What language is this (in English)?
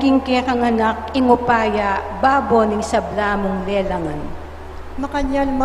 Pampanga